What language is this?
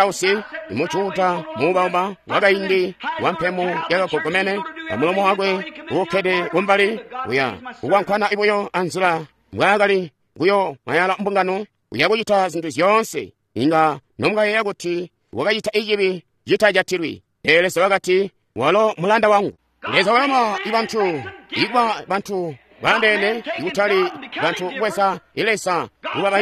Tonga (Zambia)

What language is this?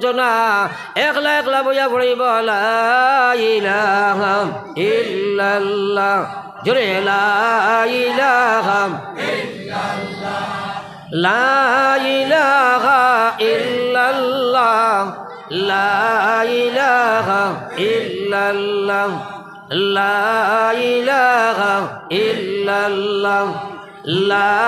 Sylheti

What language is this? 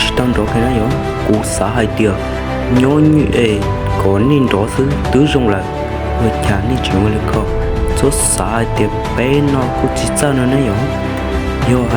Hmong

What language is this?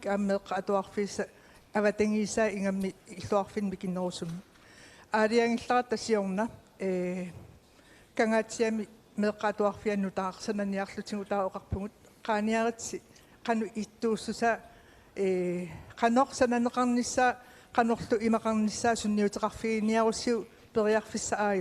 Kalaallisut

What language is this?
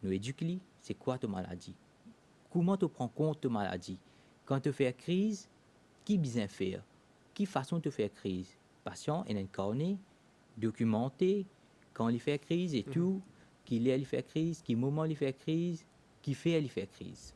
Morisyen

